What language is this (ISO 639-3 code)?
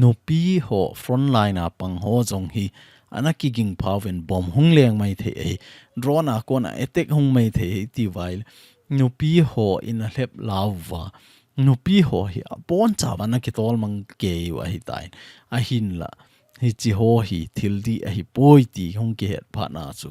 tcz